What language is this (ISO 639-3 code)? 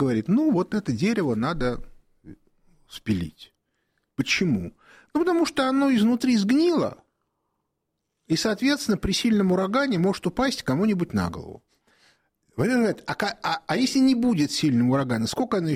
rus